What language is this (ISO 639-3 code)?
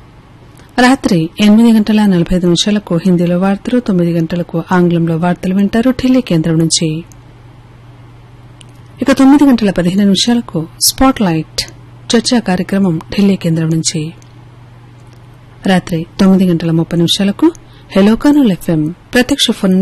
tel